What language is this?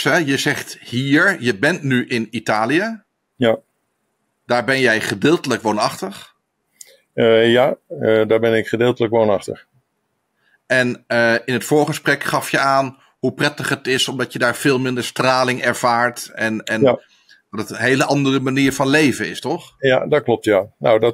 Dutch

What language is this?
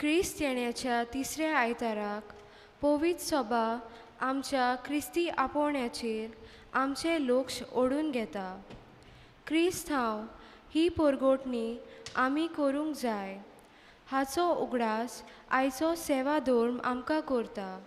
Konkani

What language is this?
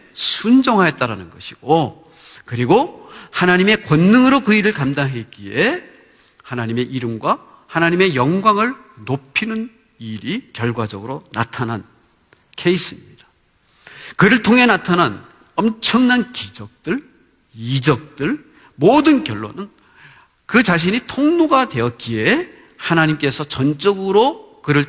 Korean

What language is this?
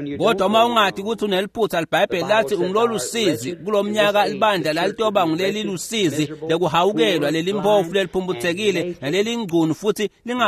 Swati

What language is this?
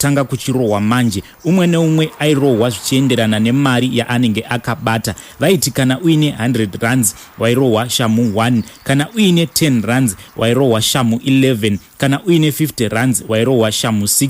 Shona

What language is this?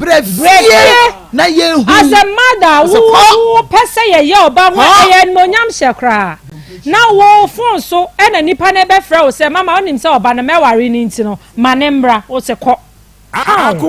Akan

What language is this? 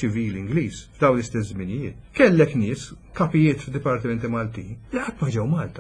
Maltese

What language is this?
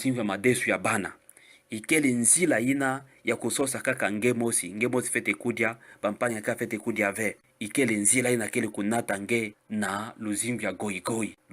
Kituba (Democratic Republic of Congo)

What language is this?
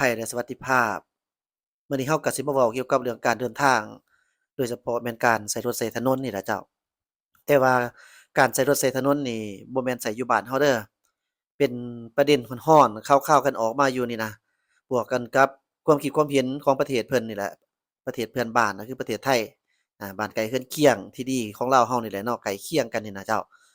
Lao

